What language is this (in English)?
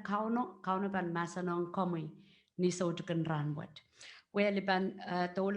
Pohnpeian